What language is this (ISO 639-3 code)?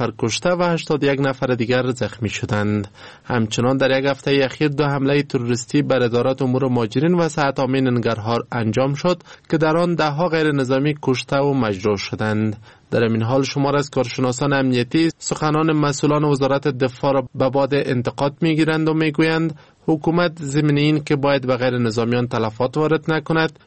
fas